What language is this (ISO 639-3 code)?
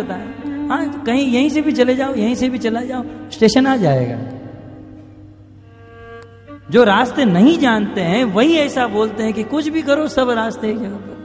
hin